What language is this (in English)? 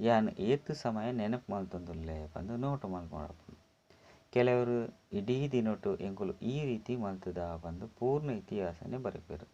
Tulu